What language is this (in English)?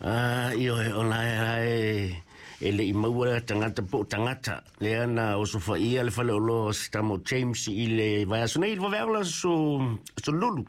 Samoan